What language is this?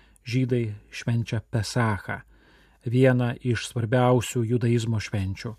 Lithuanian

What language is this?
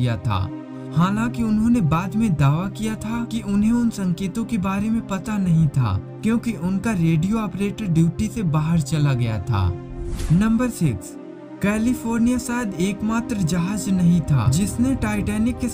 Hindi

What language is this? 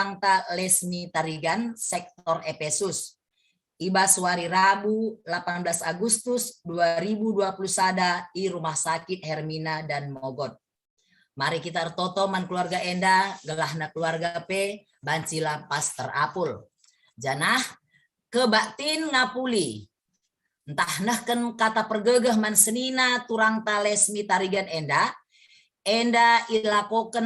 Batak Karo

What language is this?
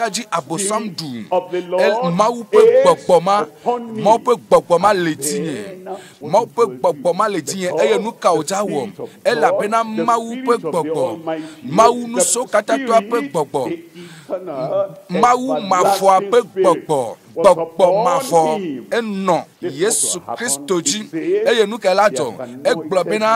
Ewe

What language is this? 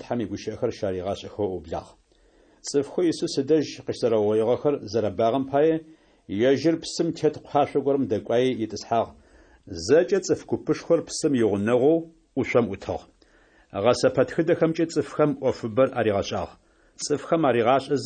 Adyghe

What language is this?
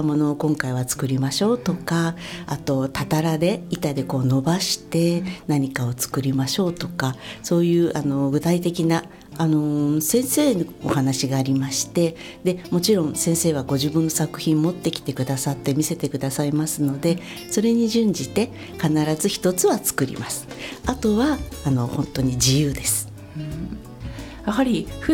Japanese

